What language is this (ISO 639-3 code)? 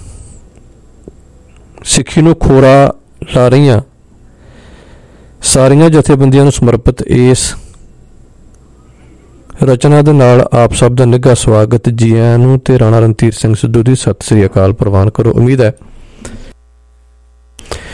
pan